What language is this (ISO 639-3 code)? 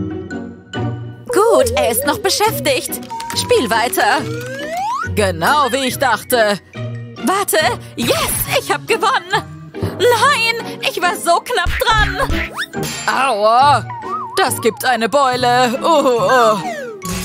deu